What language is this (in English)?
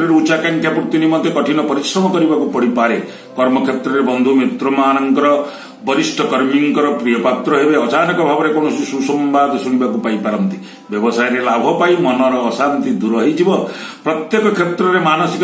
Odia